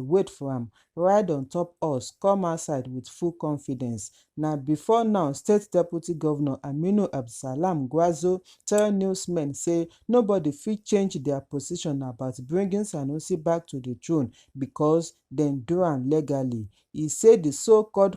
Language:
Nigerian Pidgin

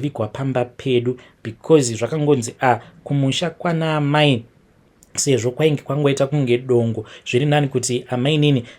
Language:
Shona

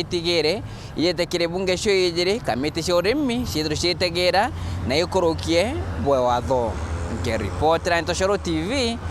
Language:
Meru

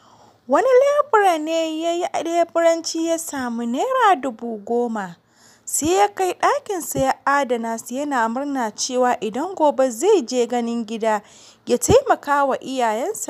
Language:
Hausa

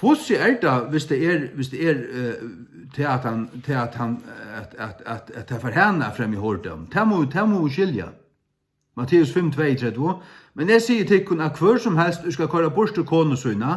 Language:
Faroese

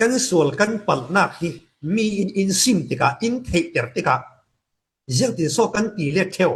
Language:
Falam Chin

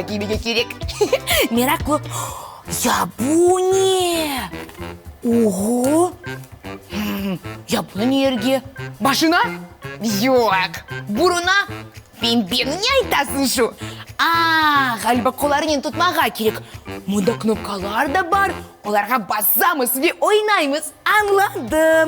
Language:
Crimean Tatar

